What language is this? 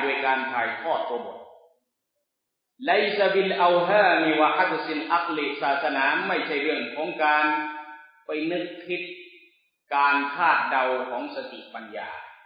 Thai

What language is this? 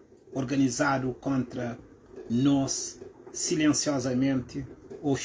Kabuverdianu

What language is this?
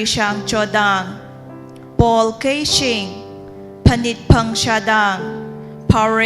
Tangkhul Naga (India)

